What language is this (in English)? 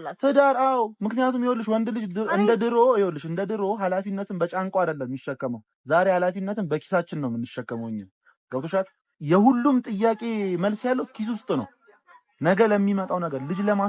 Amharic